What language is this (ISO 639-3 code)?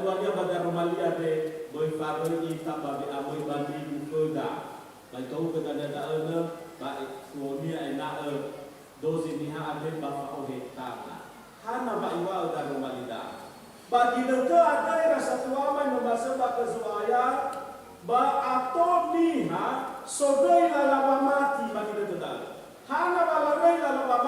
nia